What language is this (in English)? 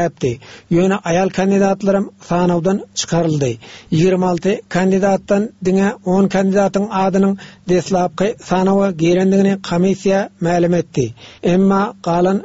Turkmen